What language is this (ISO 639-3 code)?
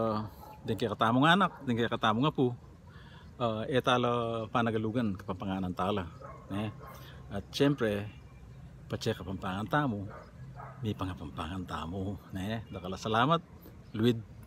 pam